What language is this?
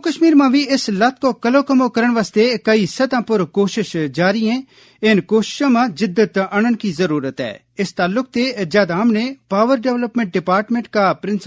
Gujari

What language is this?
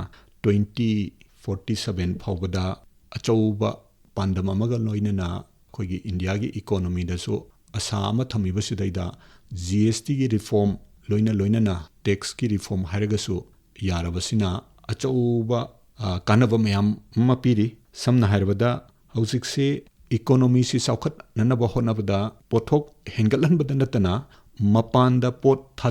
Manipuri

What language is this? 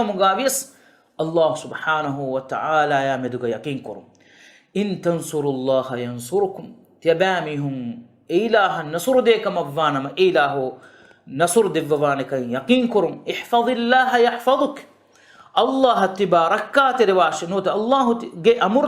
Divehi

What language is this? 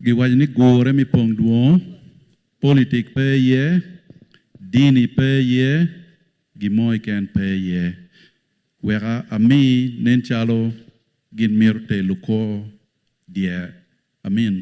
Acoli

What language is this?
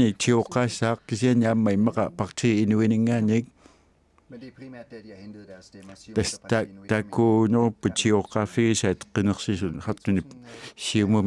Kalaallisut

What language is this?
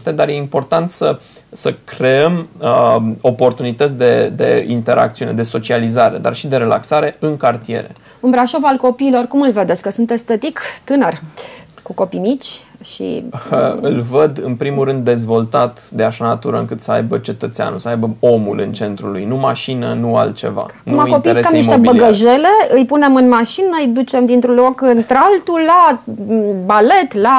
Romanian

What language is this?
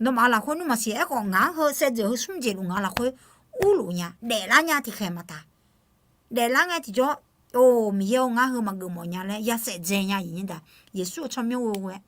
Akha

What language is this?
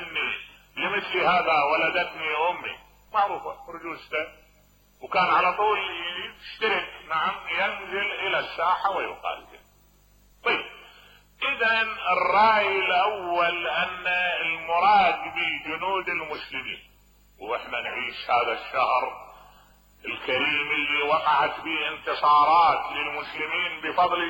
Mesopotamian Arabic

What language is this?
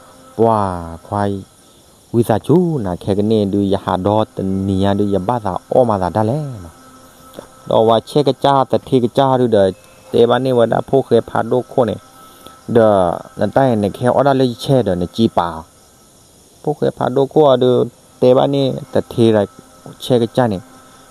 S'gaw Karen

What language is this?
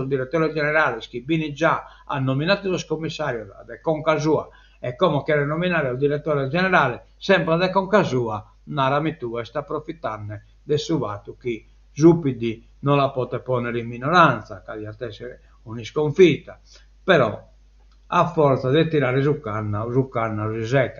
Sardinian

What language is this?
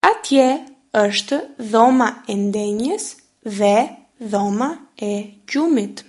Albanian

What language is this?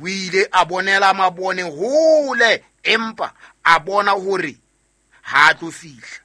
Southern Sotho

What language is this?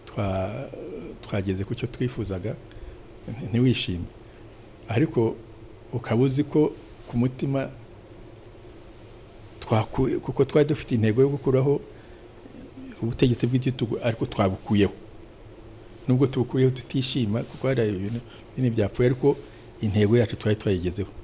Kinyarwanda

